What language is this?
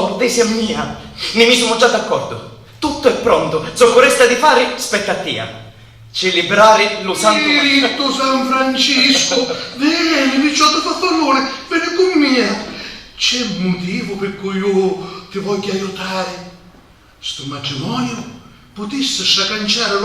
Sicilian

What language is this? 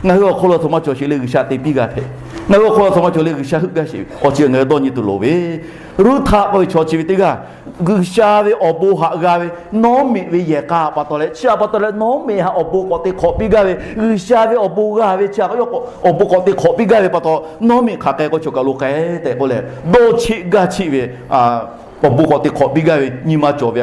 Lahu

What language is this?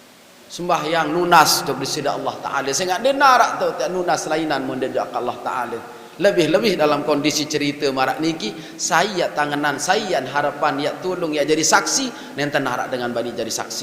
Sasak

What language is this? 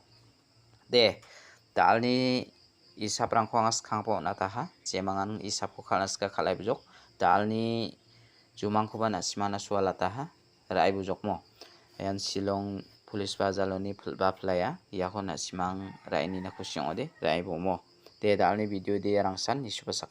Garo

